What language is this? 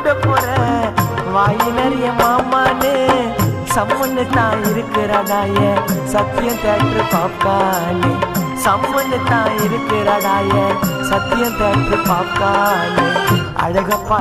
Tamil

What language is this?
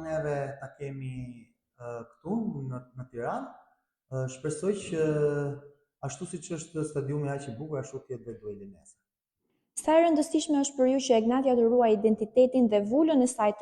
Albanian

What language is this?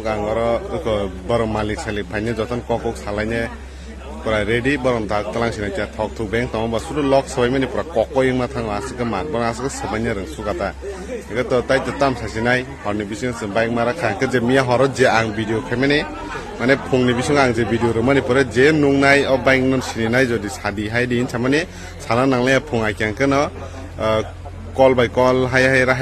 Kok Borok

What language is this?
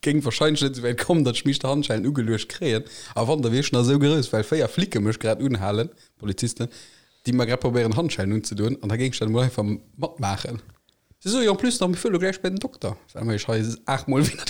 Luxembourgish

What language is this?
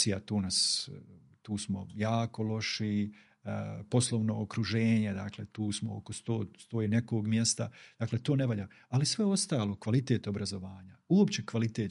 Bosnian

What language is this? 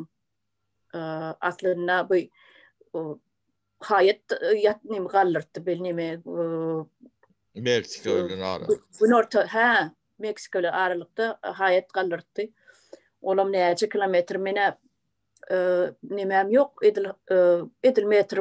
Turkmen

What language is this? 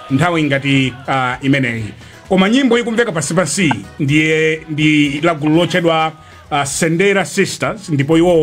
Nyanja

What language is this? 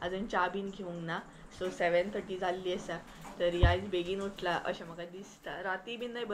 Konkani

